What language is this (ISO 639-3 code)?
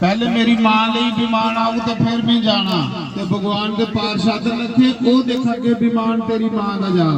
doi